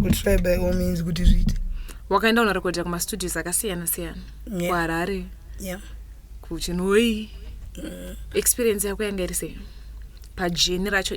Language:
Shona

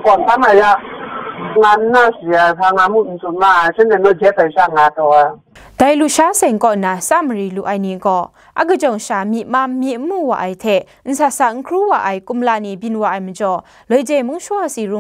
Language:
Kachin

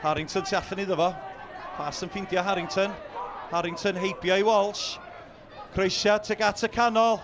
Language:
Welsh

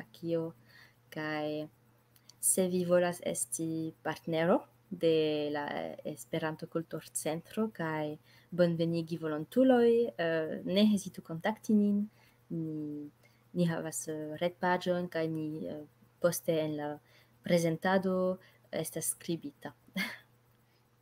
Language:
Esperanto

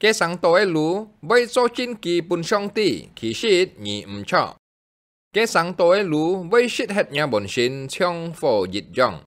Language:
Hakka Chinese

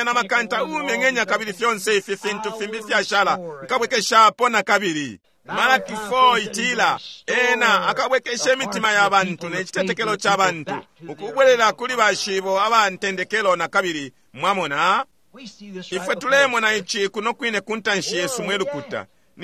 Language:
Bemba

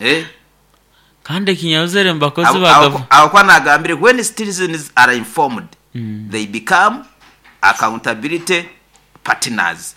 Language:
Nyoro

